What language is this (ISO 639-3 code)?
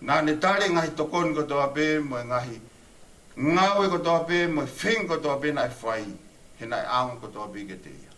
ton